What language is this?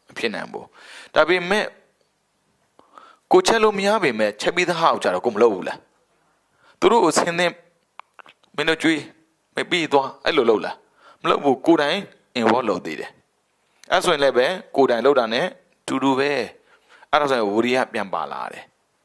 Burmese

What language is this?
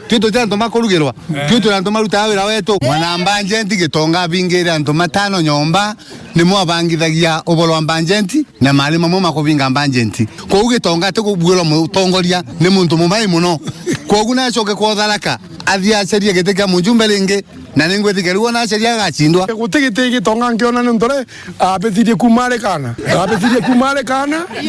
Meru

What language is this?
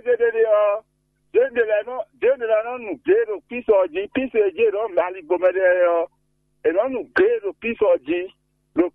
Fon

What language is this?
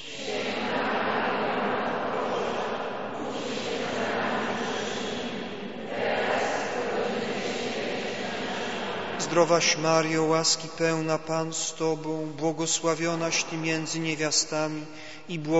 Polish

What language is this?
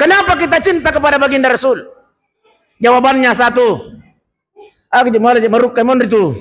Buginese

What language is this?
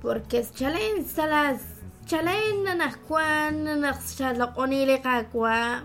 Kekchí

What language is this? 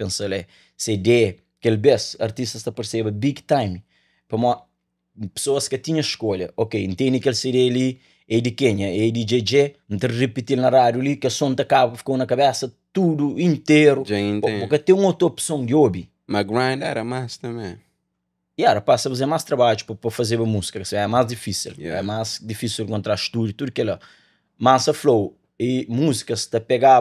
Kabuverdianu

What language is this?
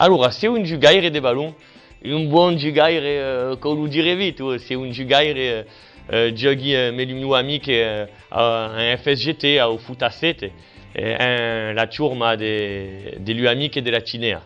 Occitan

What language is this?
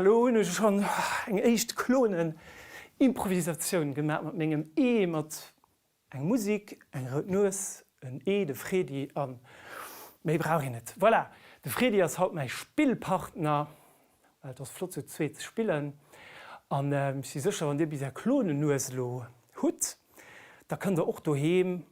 Luxembourgish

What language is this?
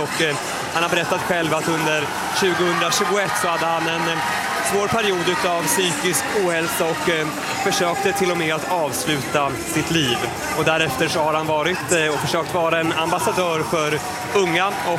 Swedish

